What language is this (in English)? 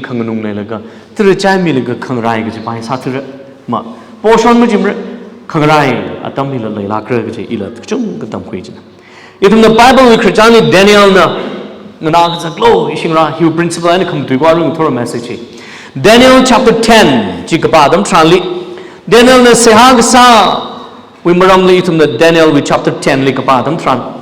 Tangkhul Naga (India)